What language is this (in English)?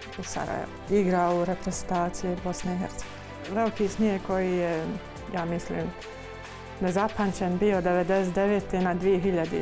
Bosnian